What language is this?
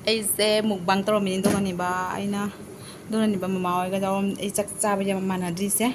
Manipuri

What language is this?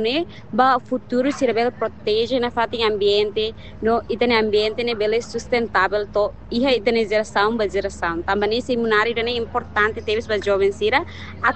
Tetum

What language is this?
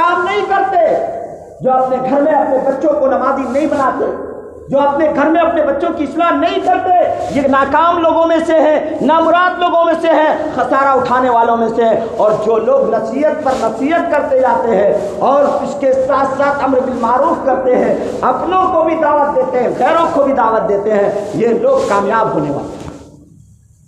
Urdu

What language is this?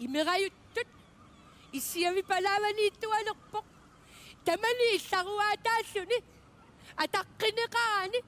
Kalaallisut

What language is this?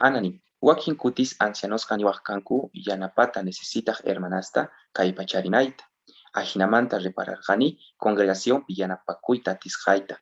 South Bolivian Quechua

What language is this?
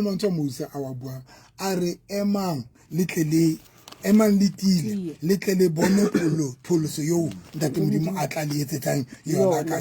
Southern Sotho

